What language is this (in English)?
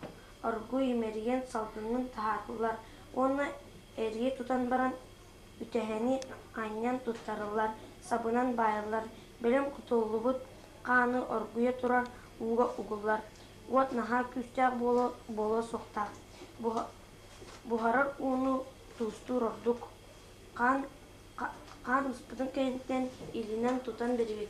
Yakut